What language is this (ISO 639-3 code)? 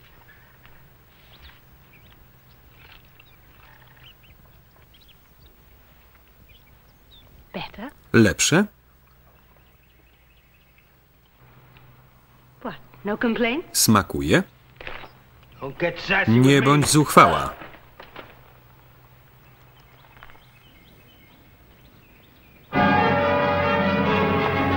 pol